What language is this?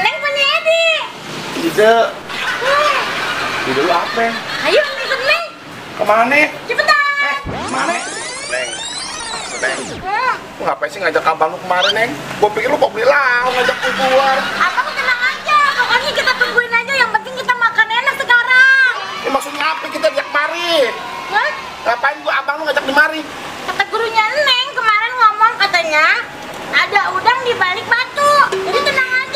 Betawi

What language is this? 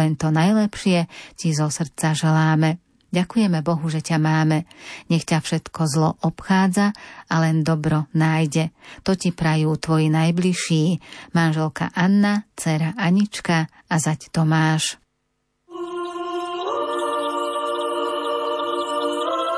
Slovak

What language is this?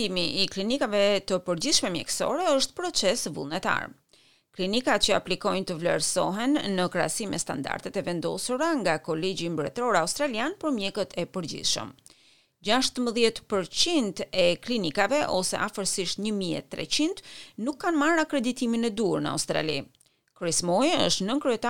Albanian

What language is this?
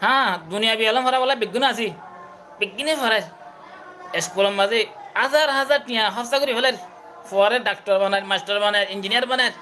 Rohingya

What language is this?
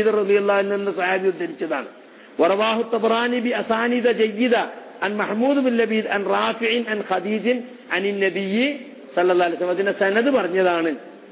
Malayalam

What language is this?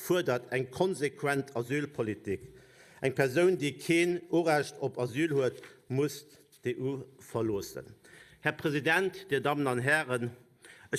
Luxembourgish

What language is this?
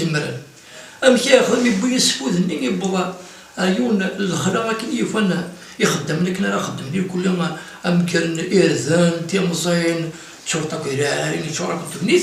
Kabyle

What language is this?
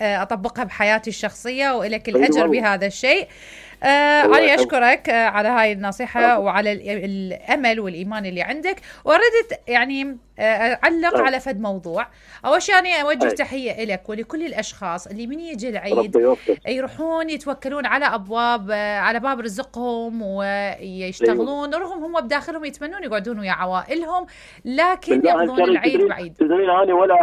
Mesopotamian Arabic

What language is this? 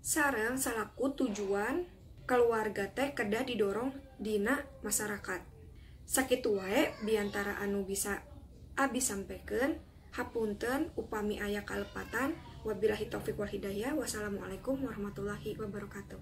Sundanese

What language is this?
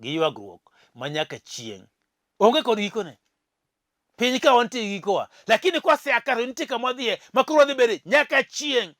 Luo (Kenya and Tanzania)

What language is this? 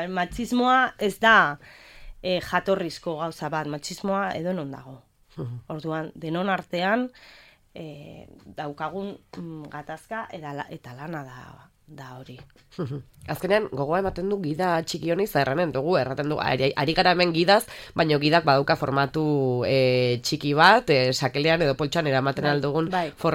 Basque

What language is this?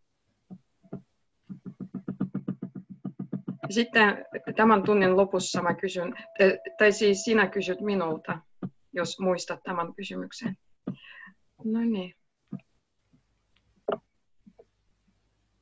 Finnish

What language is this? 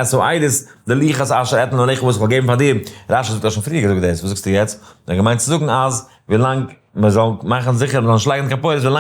Yiddish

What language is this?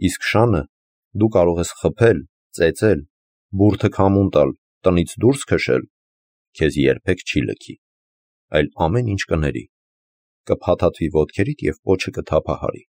Armenian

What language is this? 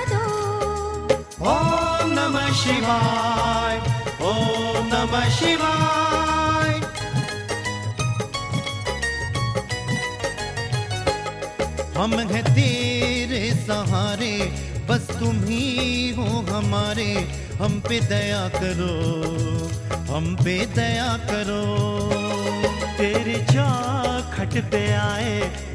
Hindi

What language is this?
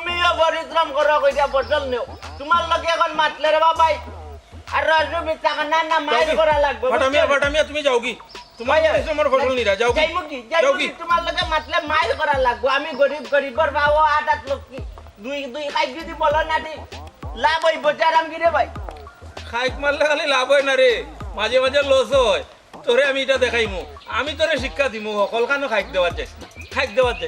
Sylheti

